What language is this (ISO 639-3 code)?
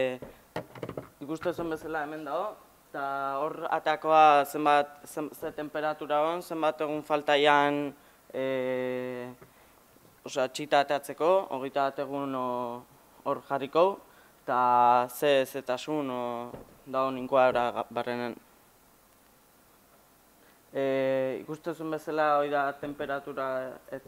eus